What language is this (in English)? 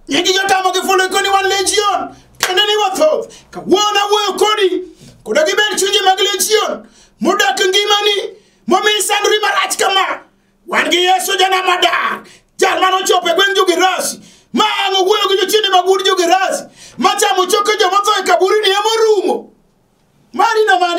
Luo (Kenya and Tanzania)